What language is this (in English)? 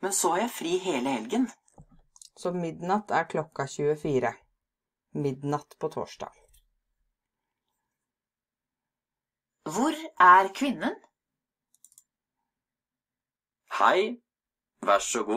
Norwegian